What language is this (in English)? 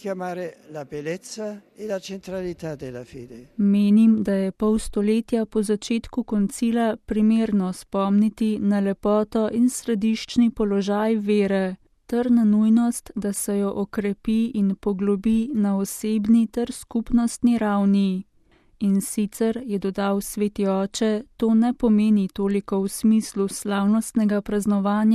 Slovenian